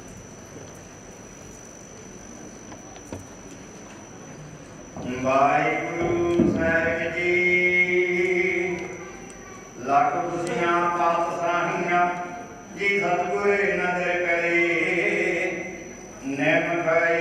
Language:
Punjabi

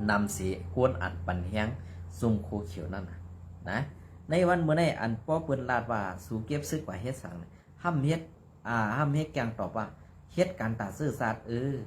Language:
Shan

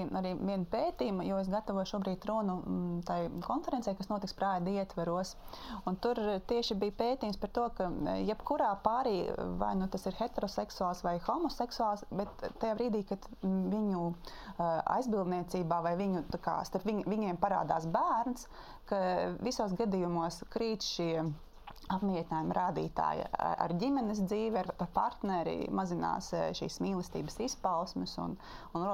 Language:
Latvian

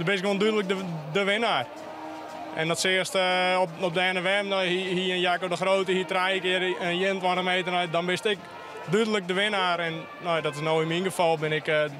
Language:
Western Frisian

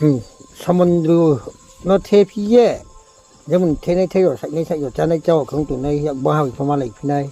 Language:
Riang (India)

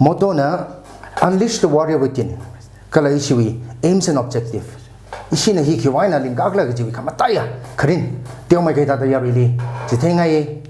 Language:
Tangkhul Naga (India)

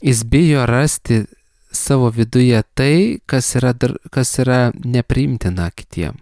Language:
Lithuanian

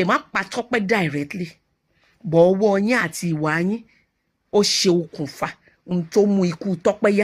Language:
Yoruba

